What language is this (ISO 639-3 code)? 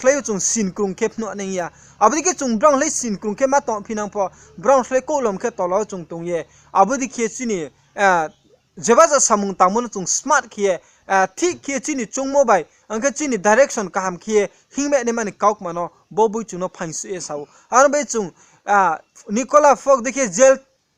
ria